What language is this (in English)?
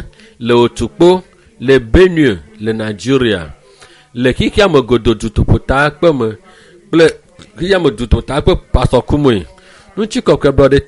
Ewe